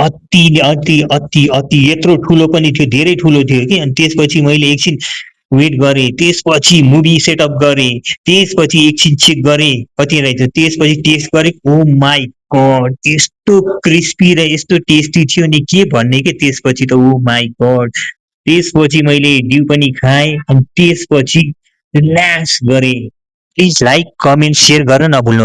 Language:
Nepali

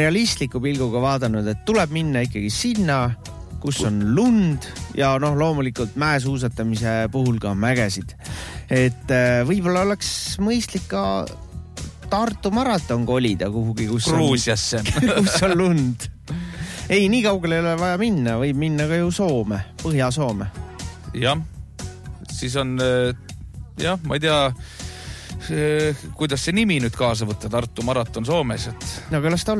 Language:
Estonian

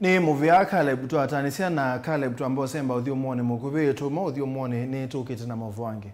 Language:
Kamba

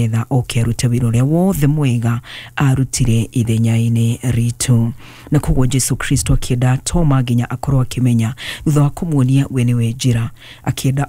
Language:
Kikuyu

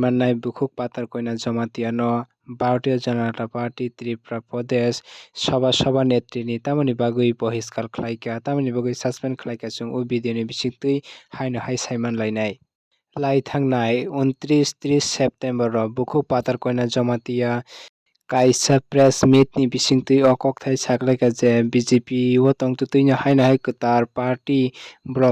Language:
Kok Borok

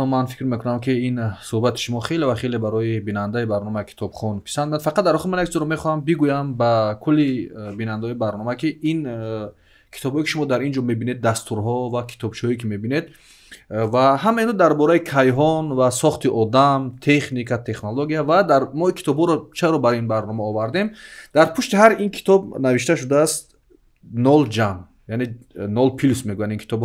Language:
Tajik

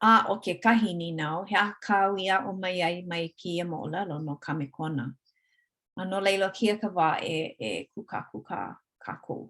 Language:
Hawaiian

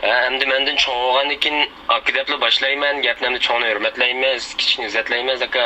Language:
Uyghur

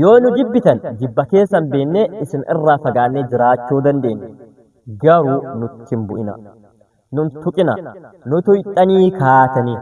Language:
Oromo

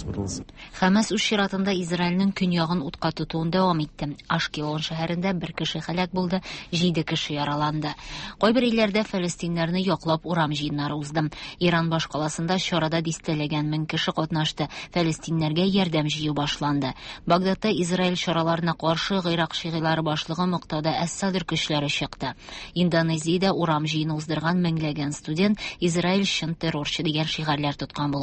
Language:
Tatar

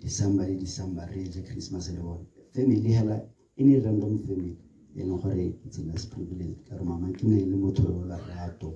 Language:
Tswana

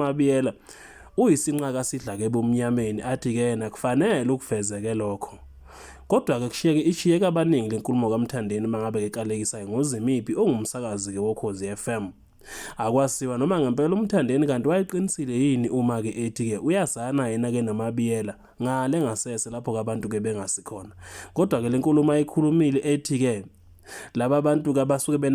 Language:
Zulu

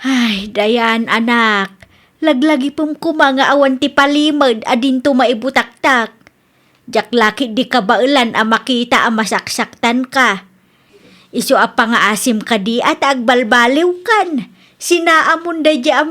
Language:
Iloko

